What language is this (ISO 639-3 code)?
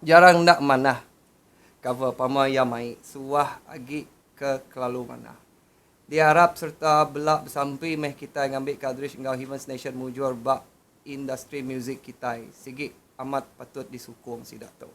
iba